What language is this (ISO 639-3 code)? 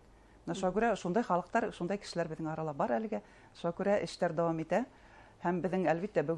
bak